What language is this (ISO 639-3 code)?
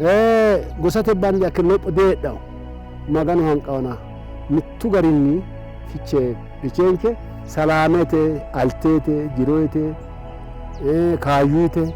sid